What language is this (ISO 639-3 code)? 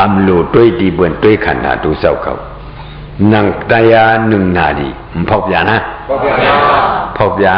shn